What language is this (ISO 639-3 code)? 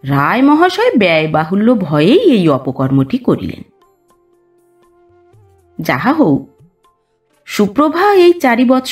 ben